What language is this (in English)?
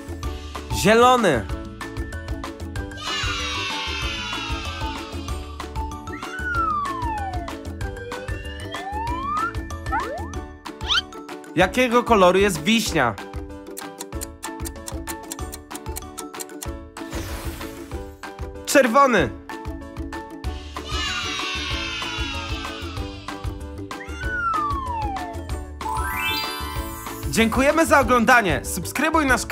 Polish